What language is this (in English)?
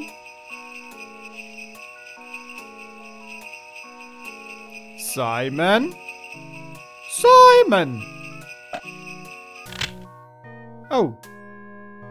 German